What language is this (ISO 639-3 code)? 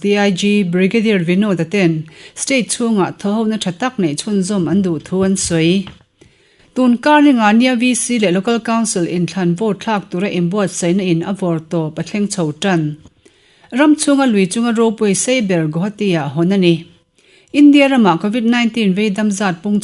lus